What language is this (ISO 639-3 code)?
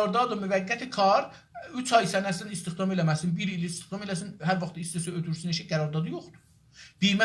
azb